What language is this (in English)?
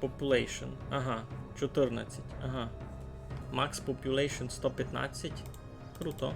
Rusyn